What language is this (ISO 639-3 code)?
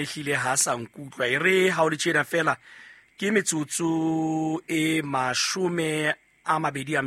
sot